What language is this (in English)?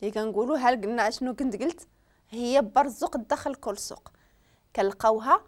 Moroccan Arabic